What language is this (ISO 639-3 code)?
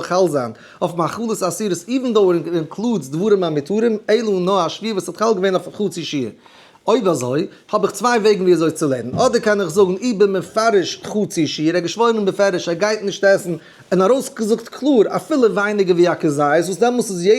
yid